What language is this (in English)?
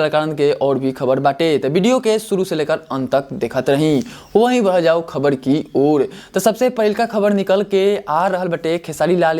Bhojpuri